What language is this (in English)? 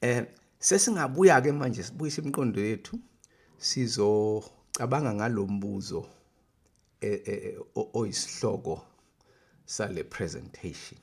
Zulu